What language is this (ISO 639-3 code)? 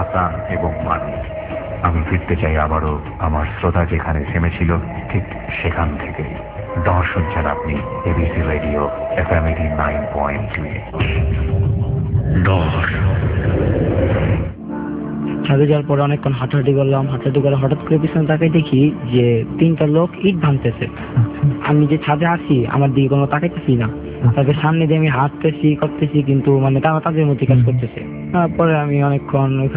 ben